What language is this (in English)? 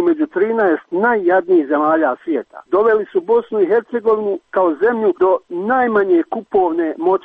Serbian